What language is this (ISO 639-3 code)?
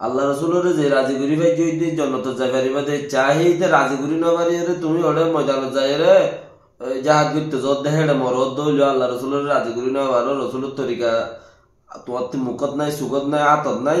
rhg